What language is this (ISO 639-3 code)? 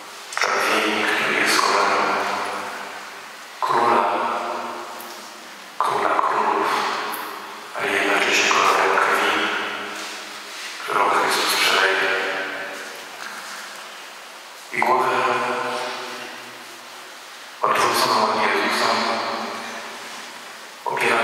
pol